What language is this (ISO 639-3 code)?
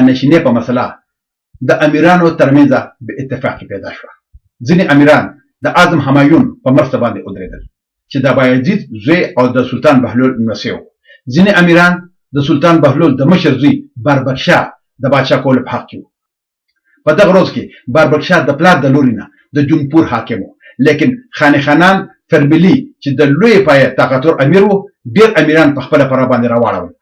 pus